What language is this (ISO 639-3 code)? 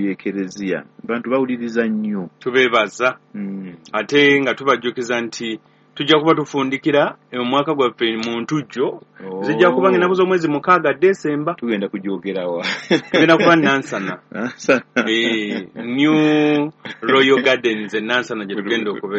lug